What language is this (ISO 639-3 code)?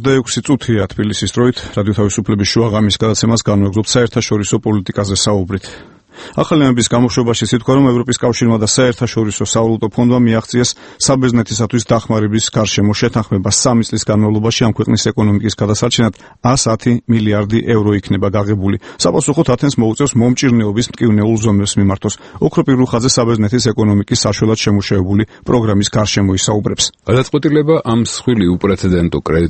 kat